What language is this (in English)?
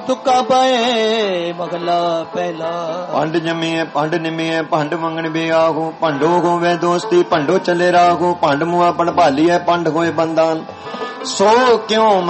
Punjabi